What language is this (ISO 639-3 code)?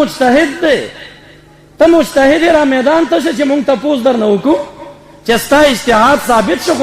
pus